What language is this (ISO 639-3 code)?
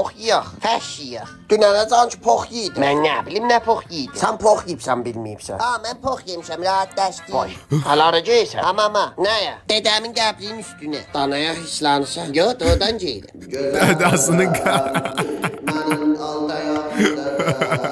azb